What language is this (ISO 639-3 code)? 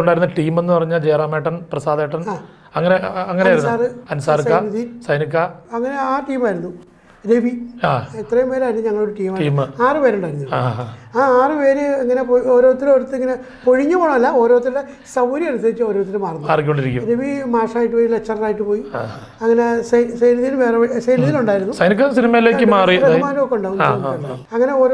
mal